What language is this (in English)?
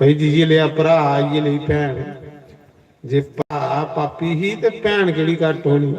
Dogri